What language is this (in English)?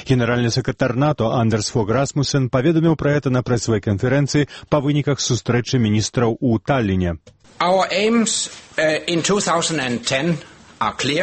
Belarusian